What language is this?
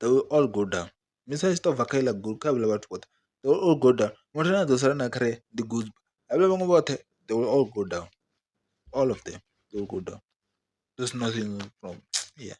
Venda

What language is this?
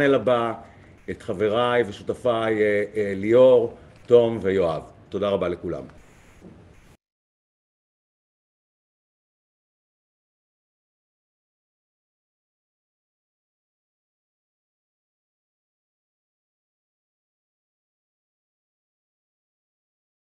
Hebrew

